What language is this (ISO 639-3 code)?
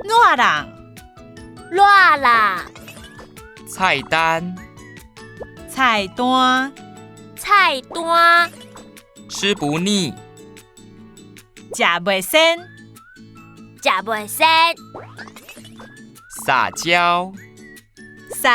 nan